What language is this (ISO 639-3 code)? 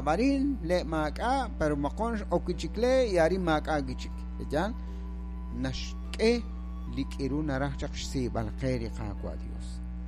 kek